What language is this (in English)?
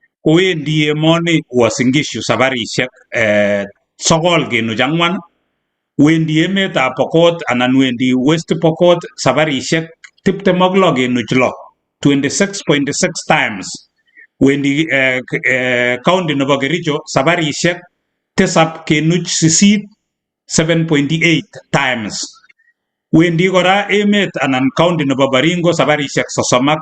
Kalenjin